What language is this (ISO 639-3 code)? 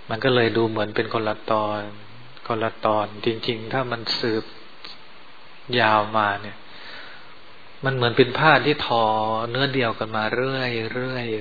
tha